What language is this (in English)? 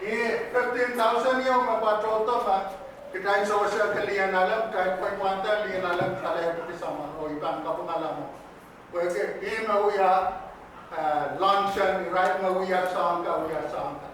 Pohnpeian